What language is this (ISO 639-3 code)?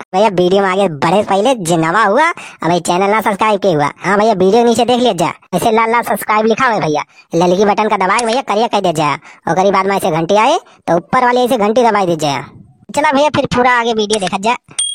awa